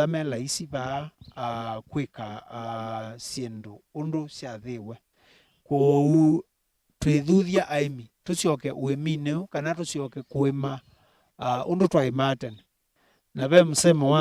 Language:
Kamba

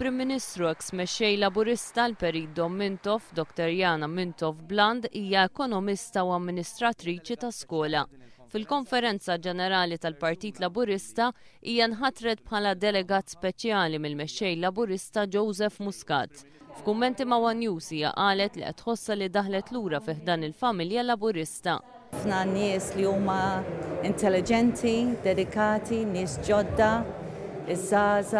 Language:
Maltese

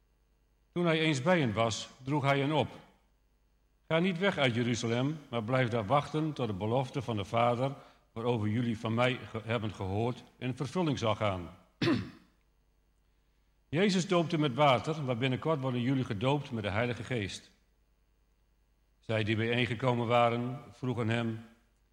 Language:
Dutch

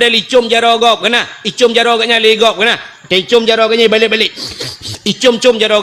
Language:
Achinese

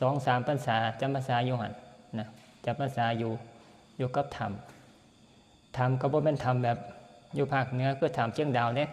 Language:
Northeastern Thai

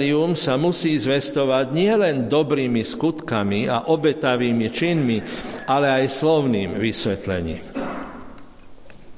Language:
Slovak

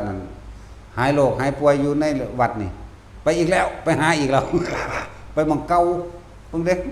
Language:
Northeastern Thai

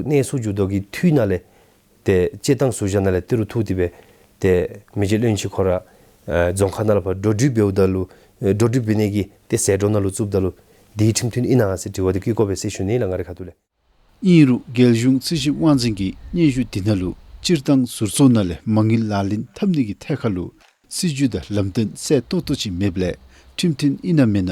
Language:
Dzongkha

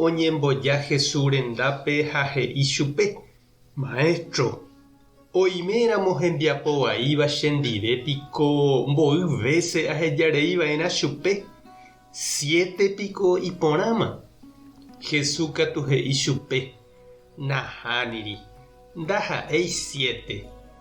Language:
Guarani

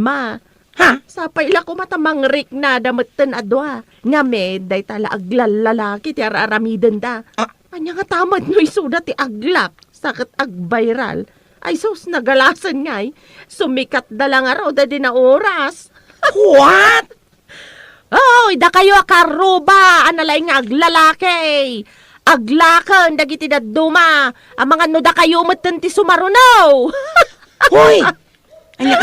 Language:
Iloko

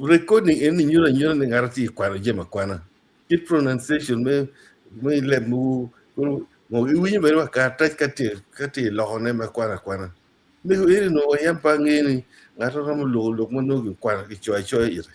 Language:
Acoli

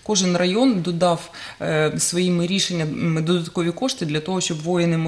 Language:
Ukrainian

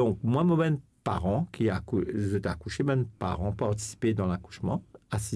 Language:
Morisyen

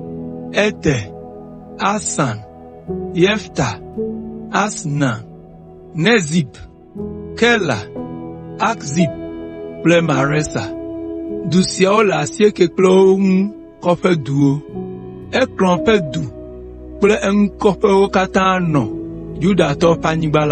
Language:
Ewe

